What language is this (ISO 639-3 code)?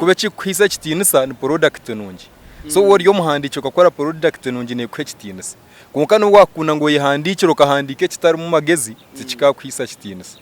nyn